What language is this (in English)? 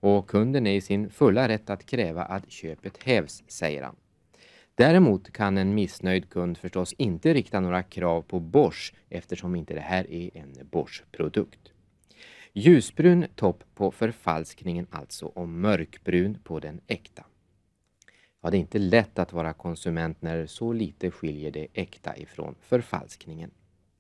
Swedish